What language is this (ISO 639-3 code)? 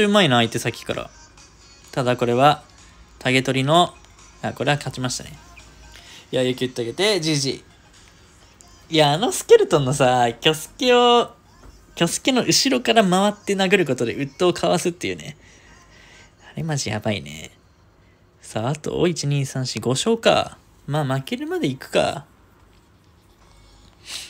jpn